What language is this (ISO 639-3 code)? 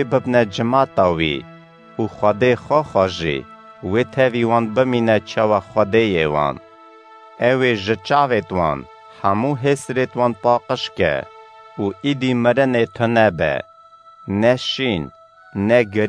kur